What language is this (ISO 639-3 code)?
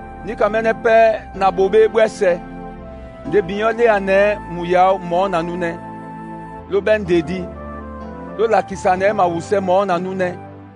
dua